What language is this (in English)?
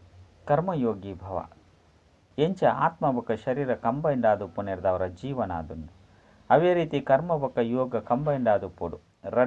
Tulu